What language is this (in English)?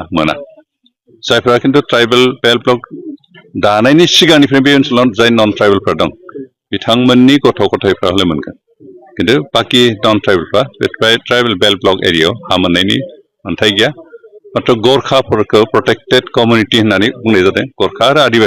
Bodo